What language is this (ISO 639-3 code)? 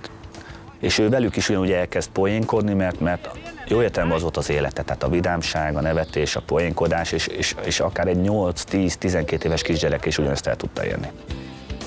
hun